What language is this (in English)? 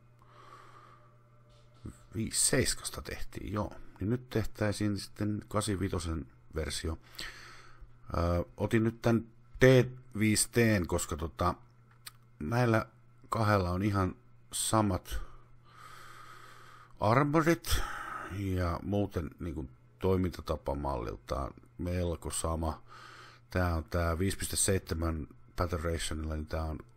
Finnish